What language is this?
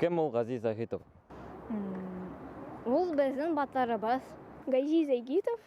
Bashkir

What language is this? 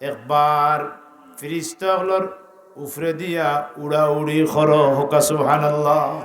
Sylheti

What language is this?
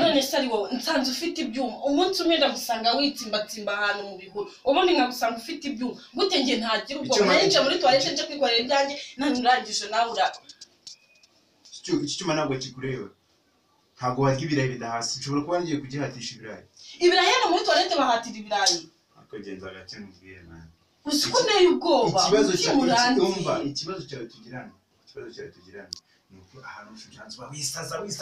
Kinyarwanda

